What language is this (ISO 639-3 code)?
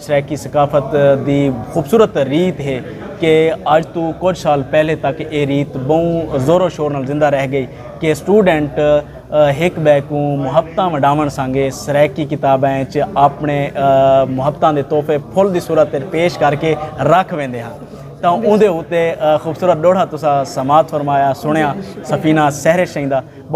skr